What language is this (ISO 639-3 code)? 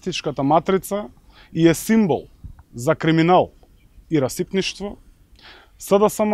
mkd